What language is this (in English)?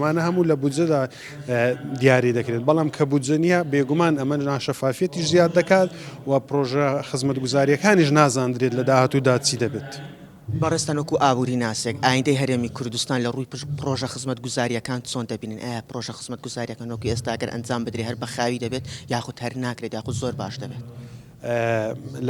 Central Kurdish